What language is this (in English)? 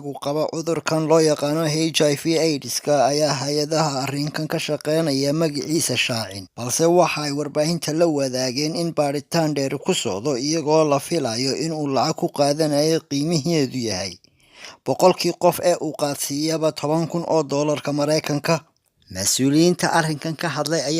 Somali